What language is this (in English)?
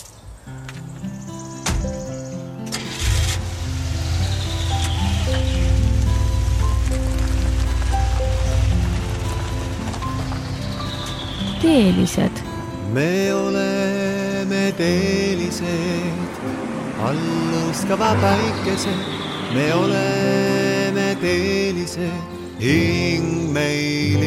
Estonian